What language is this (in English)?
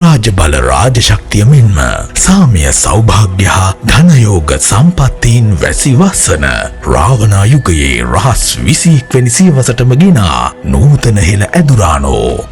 Sinhala